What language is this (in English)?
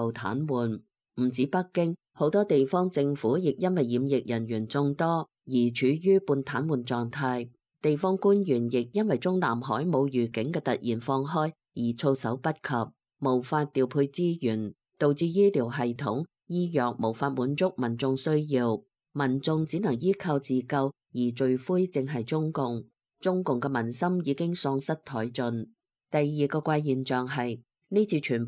Cantonese